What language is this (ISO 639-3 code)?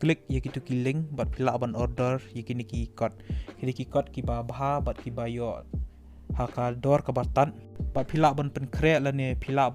kha